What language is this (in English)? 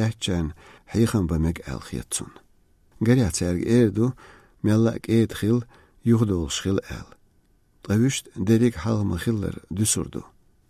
Chechen